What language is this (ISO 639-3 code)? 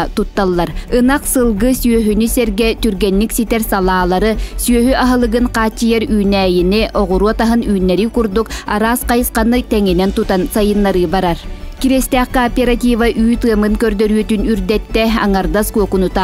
sah